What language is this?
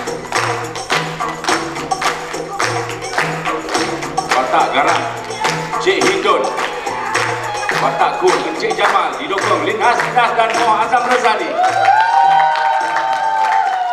Malay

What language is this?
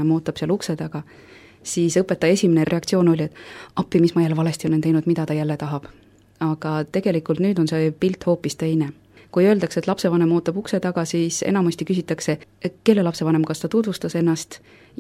Estonian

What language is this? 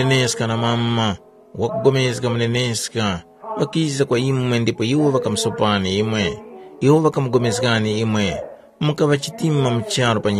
Tumbuka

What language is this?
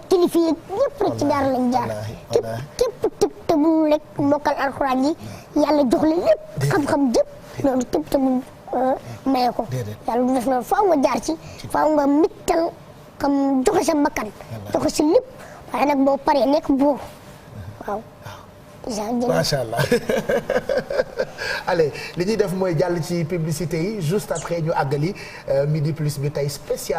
Wolof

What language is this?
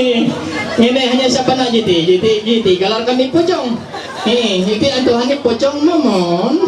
Ma'anyan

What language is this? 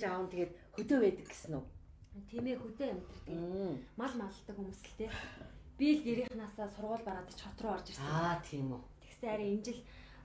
Mongolian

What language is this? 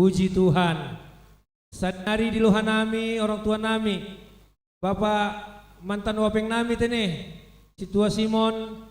Batak Simalungun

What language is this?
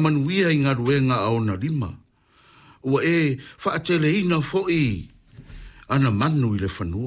Samoan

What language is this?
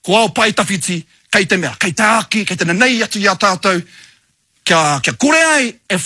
Māori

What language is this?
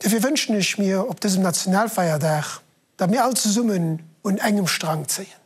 Luxembourgish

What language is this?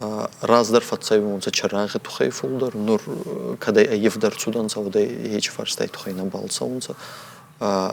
Ossetic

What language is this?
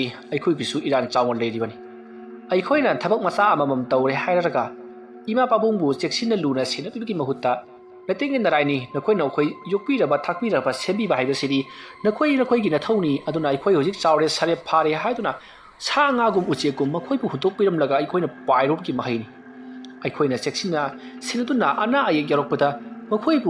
Manipuri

